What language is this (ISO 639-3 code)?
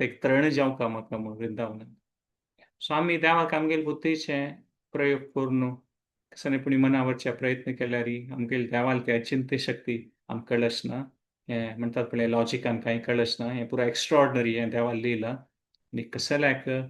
kok